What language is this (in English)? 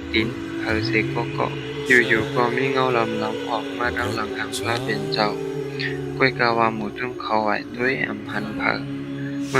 Shan